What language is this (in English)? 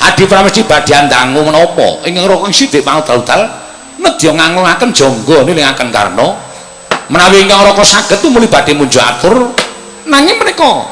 Javanese